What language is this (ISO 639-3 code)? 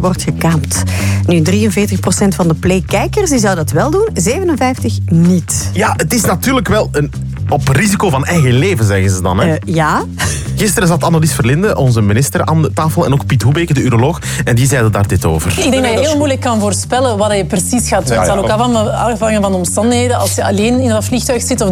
nld